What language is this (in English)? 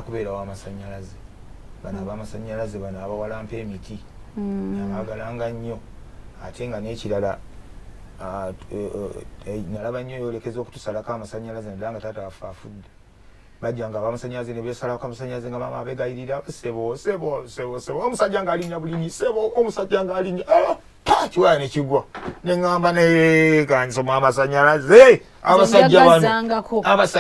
Ganda